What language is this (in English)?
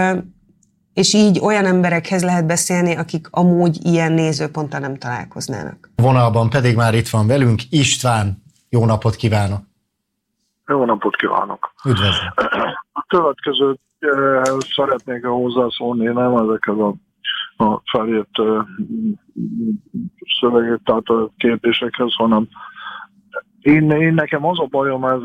Hungarian